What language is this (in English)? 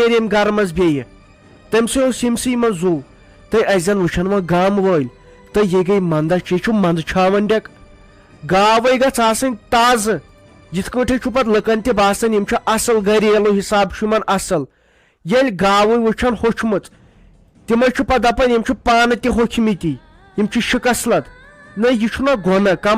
Kashmiri